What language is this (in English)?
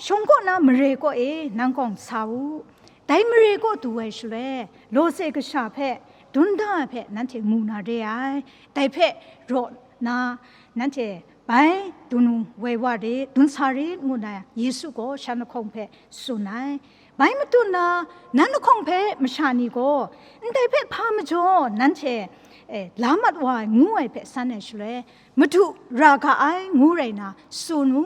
Kachin